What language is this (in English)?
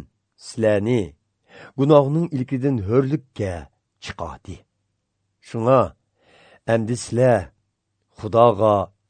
Uyghur